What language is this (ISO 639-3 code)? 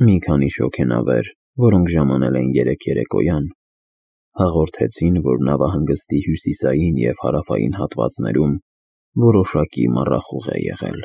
hye